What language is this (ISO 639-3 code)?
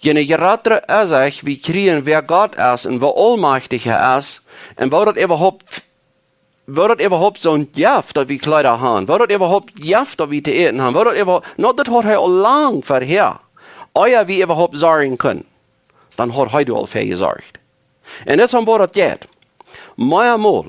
pdt